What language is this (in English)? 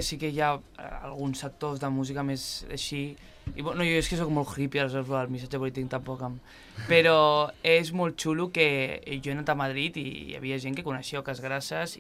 Catalan